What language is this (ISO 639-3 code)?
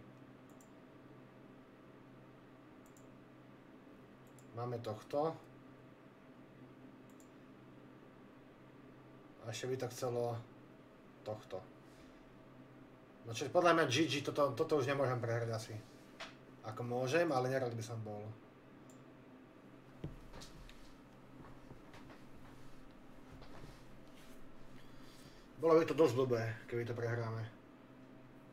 slk